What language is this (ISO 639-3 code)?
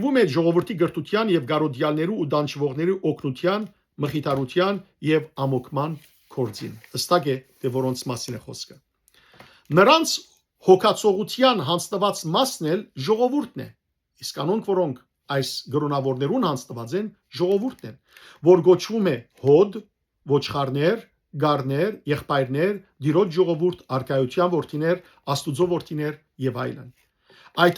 hyw